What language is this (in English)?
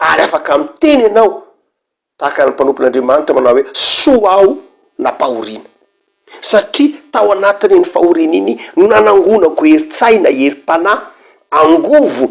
Malagasy